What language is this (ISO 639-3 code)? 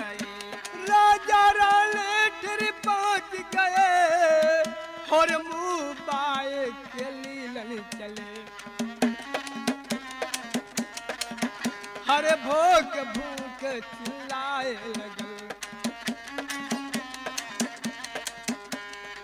bho